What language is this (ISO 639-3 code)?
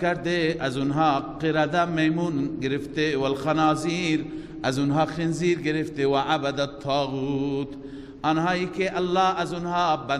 fas